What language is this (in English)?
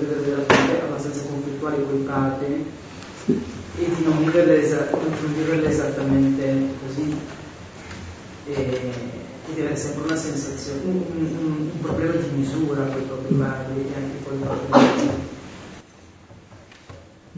Italian